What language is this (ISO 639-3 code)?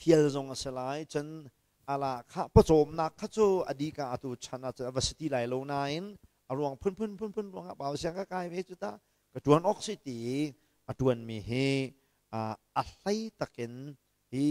cnh